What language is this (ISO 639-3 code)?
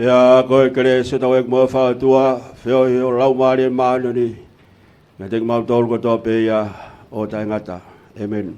ton